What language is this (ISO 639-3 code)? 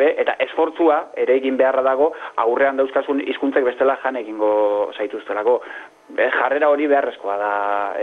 eus